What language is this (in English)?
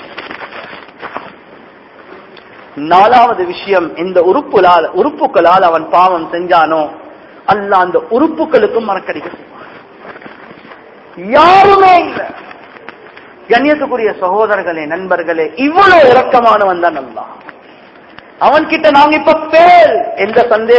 Tamil